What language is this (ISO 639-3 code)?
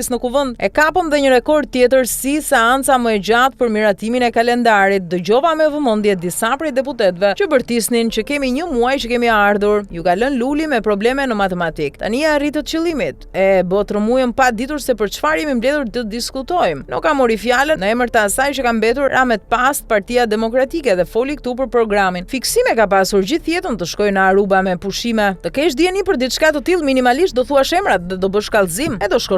sqi